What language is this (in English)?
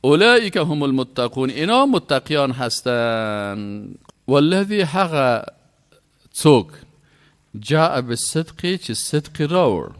Persian